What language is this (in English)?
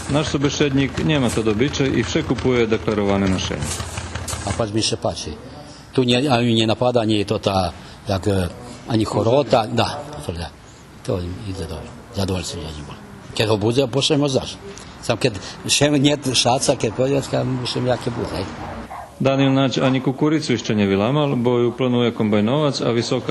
Rusyn